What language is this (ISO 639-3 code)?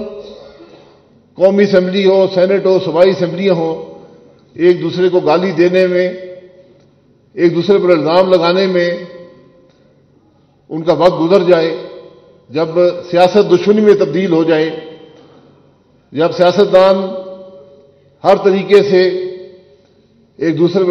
urd